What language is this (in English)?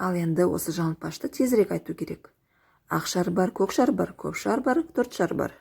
Kazakh